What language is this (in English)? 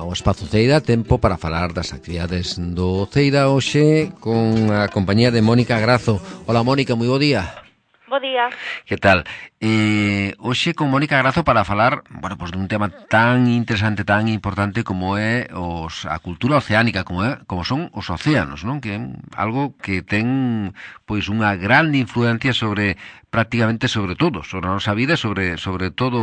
Galician